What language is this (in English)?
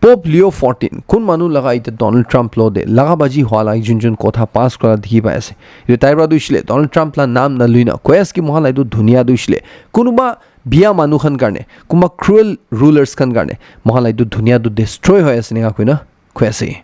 Naga Pidgin